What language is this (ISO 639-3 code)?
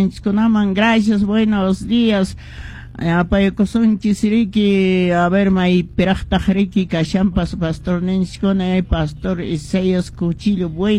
que